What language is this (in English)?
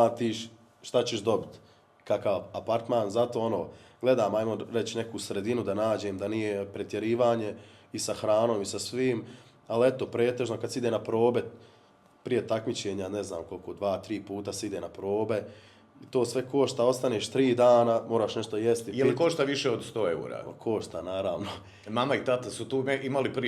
Bosnian